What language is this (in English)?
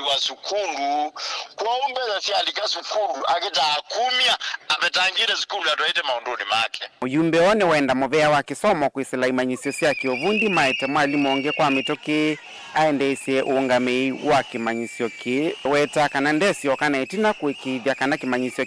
Kamba